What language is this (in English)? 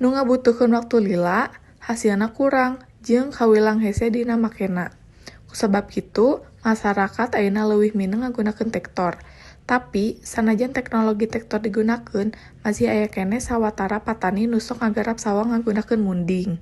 Sundanese